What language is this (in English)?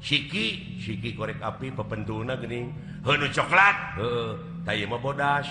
Sundanese